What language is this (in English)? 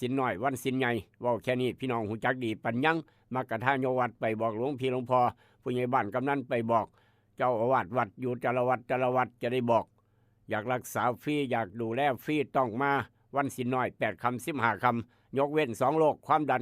Northeastern Thai